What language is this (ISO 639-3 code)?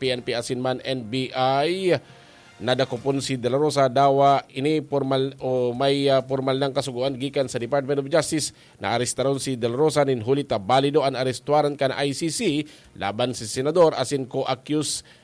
bik